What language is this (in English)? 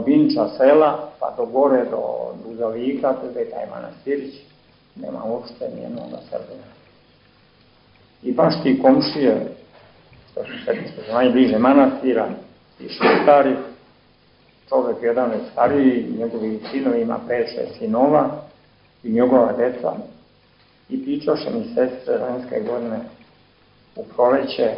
Serbian